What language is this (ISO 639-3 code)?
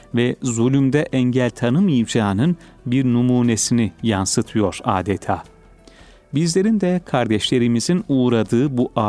tur